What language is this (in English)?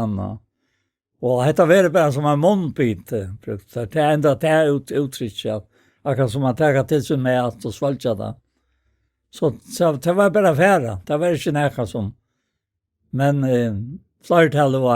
Faroese